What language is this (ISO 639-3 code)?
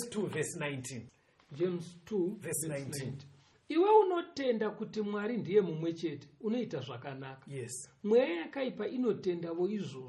sna